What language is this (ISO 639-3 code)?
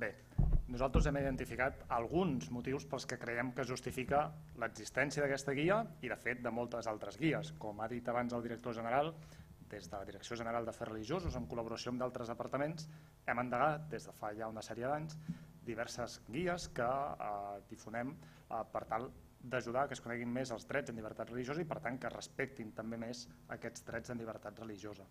cat